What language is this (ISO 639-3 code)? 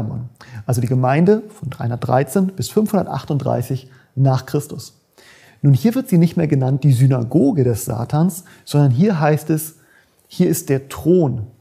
deu